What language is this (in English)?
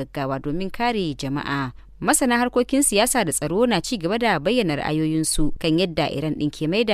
Hausa